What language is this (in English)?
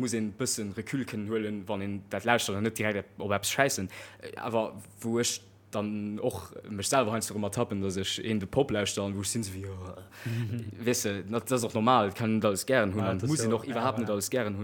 Luxembourgish